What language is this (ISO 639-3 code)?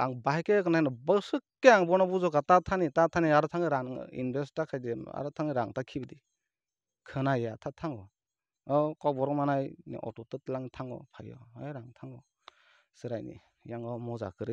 trp